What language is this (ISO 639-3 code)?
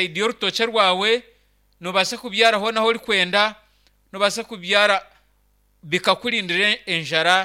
nyn